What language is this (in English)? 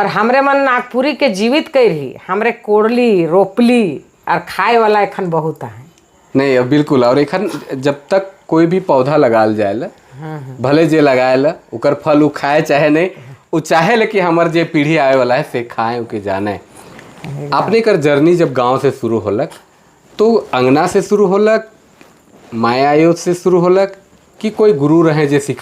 Sadri